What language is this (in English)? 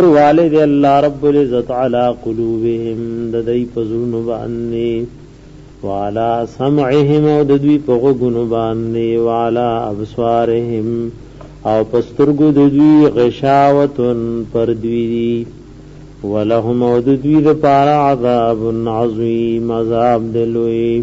Pashto